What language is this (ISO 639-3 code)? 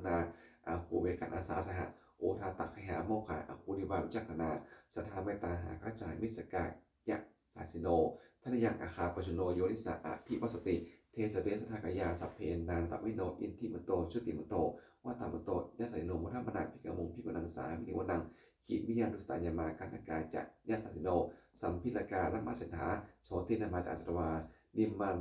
pli